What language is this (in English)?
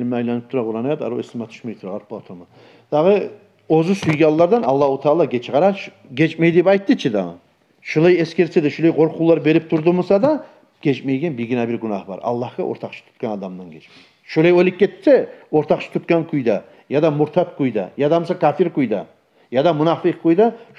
Kumyk